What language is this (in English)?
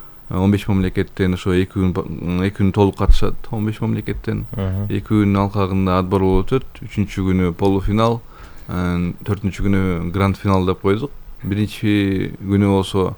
Kyrgyz